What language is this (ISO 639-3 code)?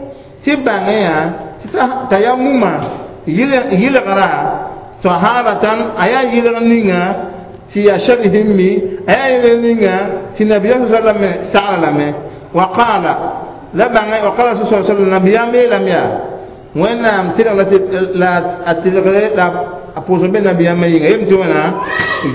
mos